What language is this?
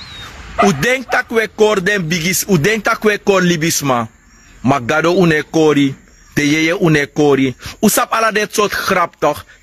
Sranan Tongo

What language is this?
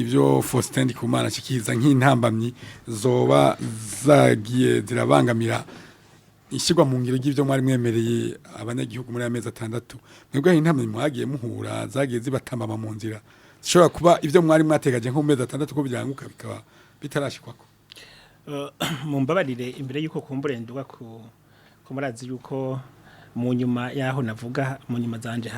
Rundi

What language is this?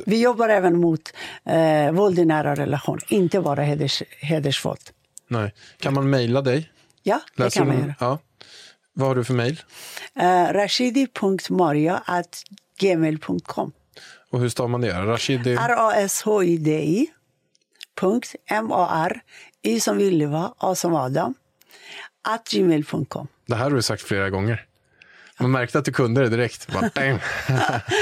Swedish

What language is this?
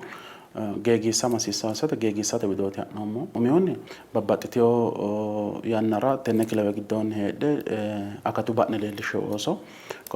Sidamo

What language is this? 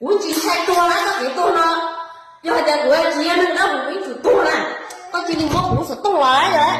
Hmong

